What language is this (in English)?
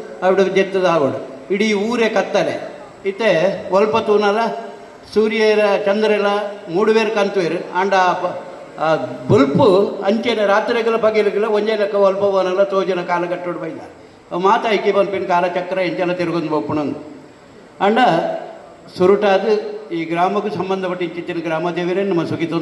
Tulu